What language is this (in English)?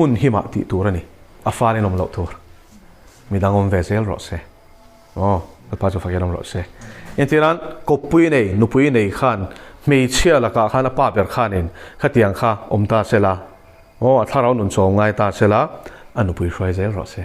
Mizo